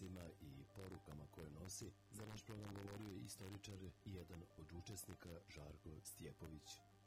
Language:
Serbian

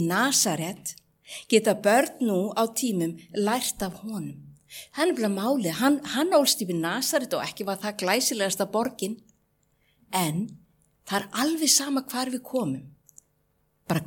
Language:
Icelandic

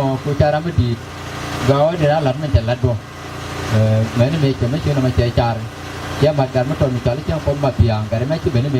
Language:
Nuer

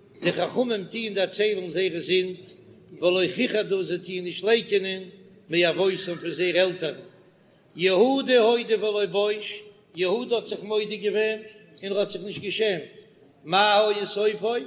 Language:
Yiddish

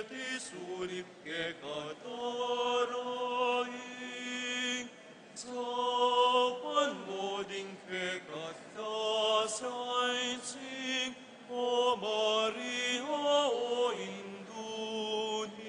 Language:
Pampanga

